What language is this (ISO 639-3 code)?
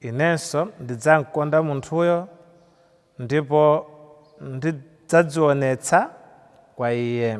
nya